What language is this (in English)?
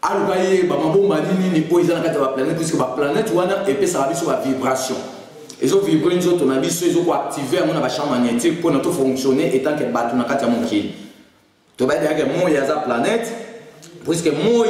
Lingala